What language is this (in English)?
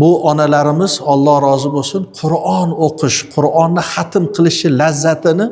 Uzbek